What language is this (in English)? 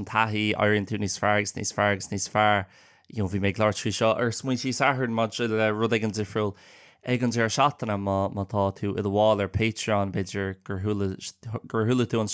Irish